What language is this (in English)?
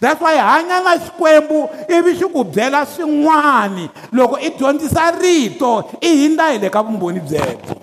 Tsonga